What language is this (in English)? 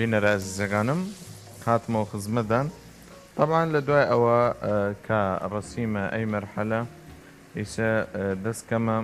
Southern Kurdish